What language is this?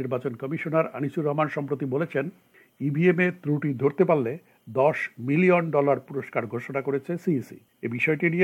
Bangla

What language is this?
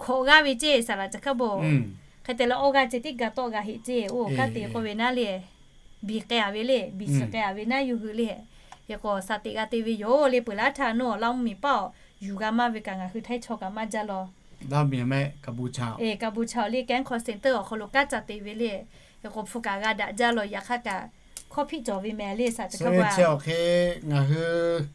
Lahu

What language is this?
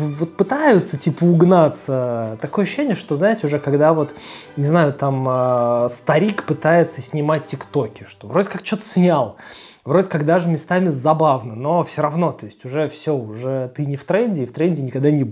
Russian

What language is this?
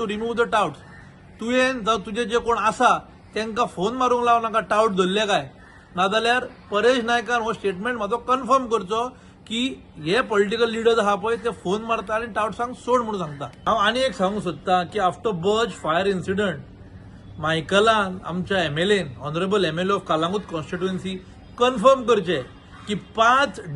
Konkani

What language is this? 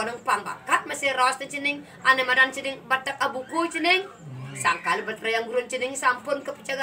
Balinese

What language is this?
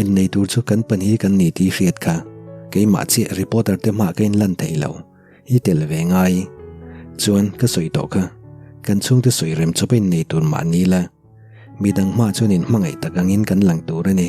Mizo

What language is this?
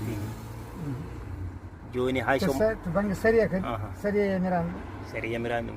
Fula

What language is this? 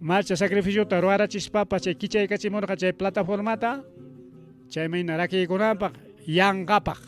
Ayacucho Quechua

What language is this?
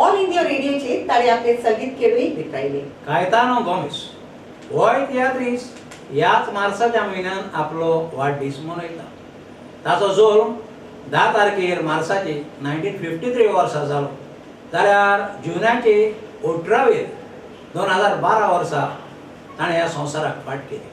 Konkani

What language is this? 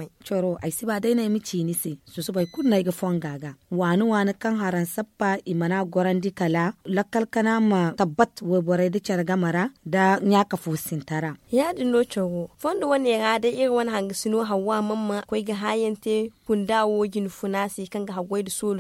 Zarma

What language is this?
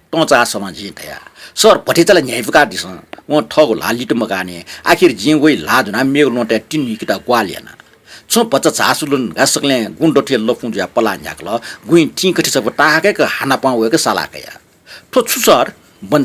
Newari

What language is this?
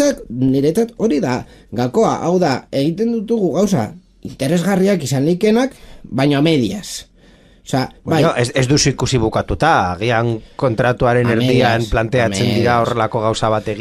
Basque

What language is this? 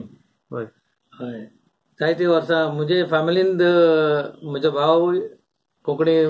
Konkani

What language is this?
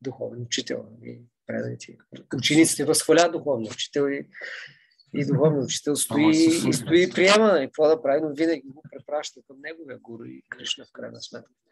Bulgarian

